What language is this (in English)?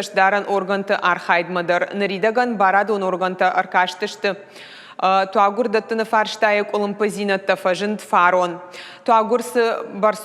Ossetic